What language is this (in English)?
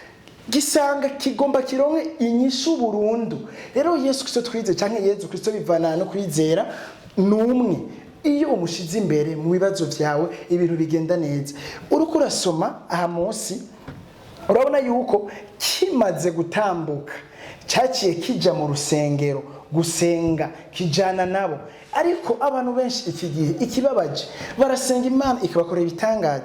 Rundi